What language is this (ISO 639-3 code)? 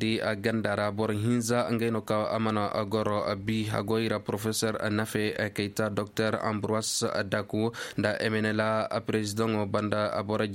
ses